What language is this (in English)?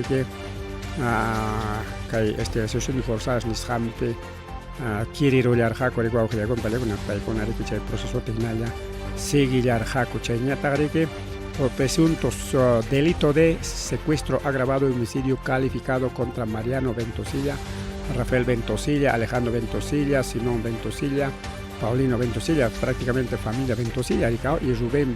Ayacucho Quechua